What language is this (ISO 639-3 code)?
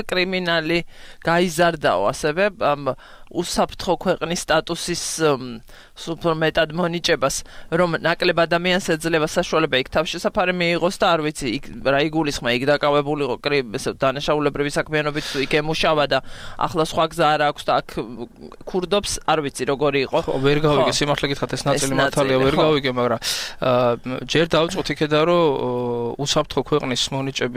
kat